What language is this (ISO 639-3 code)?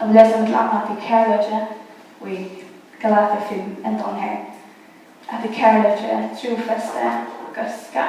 fao